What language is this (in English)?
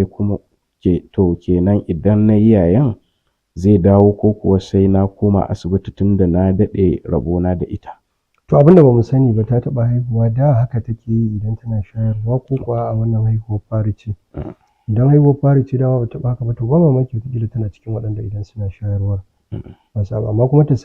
Hausa